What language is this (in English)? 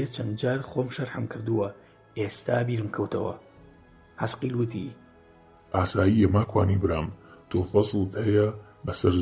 Central Kurdish